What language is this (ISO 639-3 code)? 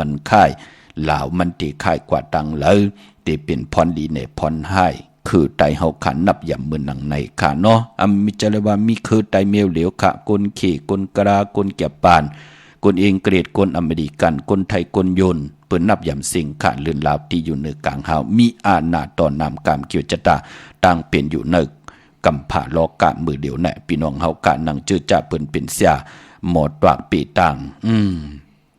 shn